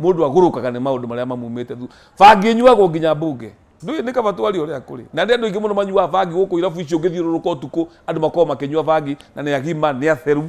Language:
Kikuyu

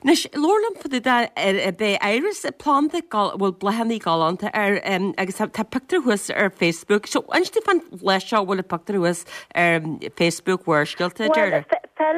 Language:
Irish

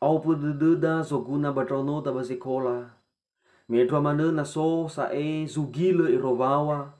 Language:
Nias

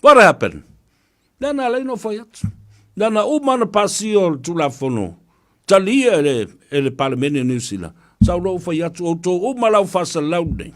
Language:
Samoan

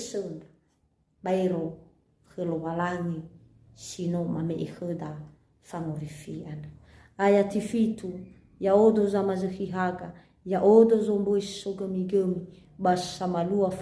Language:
Nias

